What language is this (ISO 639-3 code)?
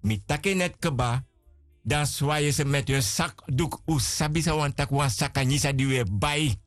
srn